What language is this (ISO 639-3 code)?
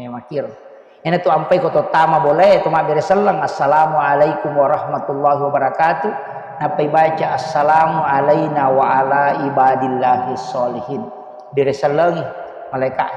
bug